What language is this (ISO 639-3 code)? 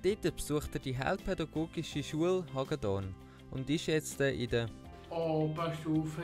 gsw